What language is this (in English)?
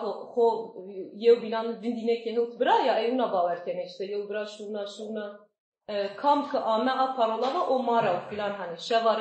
Zaza